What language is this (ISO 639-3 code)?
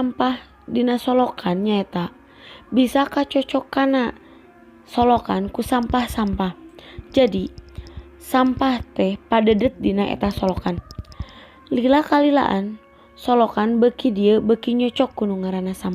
sun